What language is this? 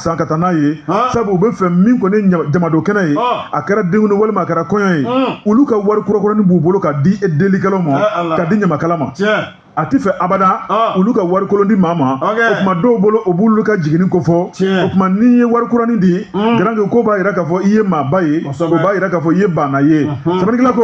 Bambara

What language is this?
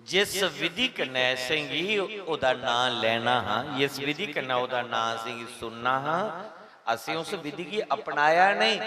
Dogri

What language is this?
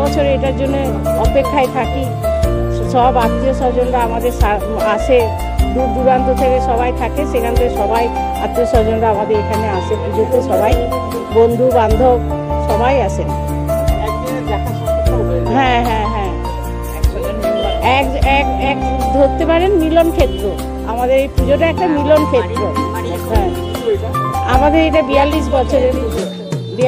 Bangla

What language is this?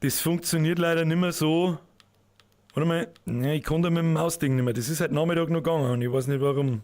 Bavarian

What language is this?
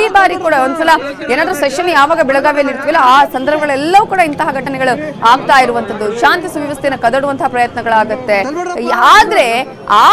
Kannada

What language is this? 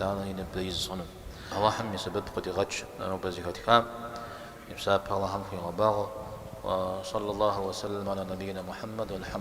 Kabardian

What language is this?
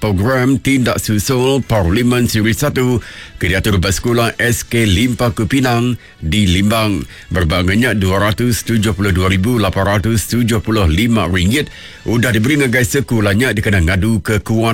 Iban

